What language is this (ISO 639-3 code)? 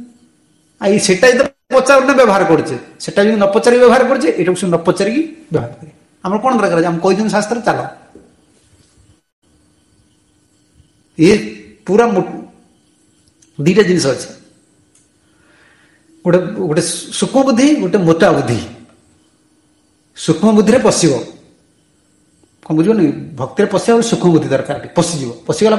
ori